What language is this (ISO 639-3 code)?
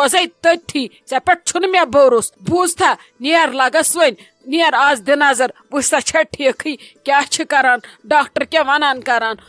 kas